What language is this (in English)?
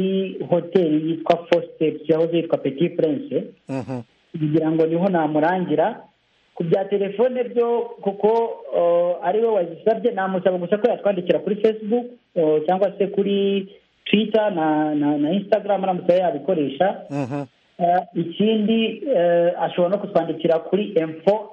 Kinyarwanda